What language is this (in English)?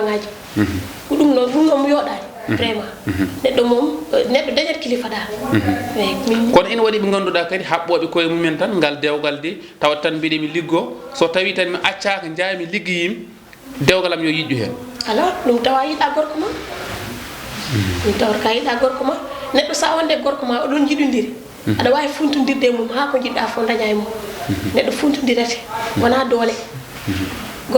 Fula